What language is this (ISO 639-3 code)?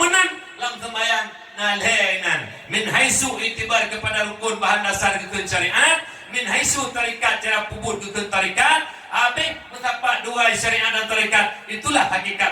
ace